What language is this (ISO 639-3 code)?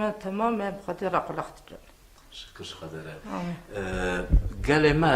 kur